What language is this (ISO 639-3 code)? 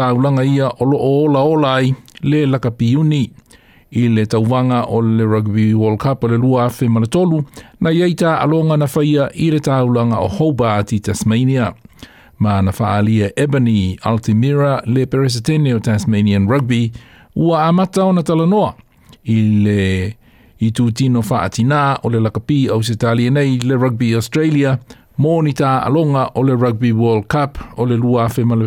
smo